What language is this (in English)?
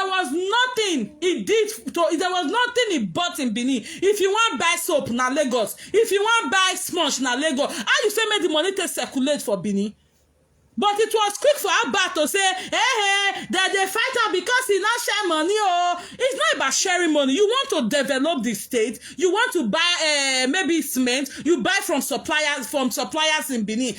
Nigerian Pidgin